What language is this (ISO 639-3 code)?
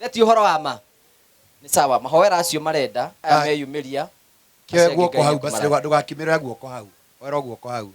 kik